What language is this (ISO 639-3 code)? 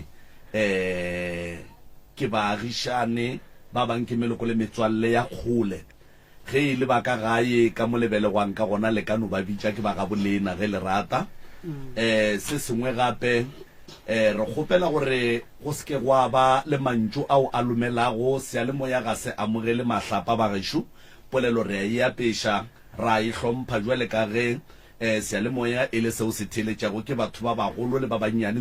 nso